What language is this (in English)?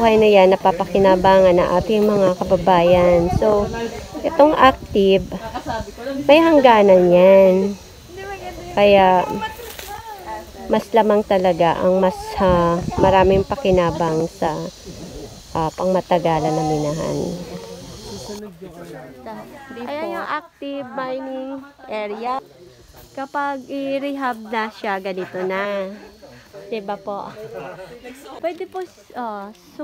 Filipino